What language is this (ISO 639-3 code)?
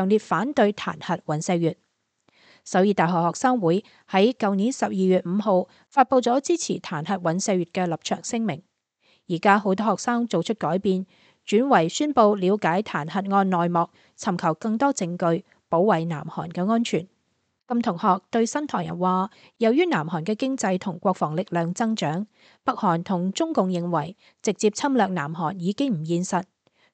yue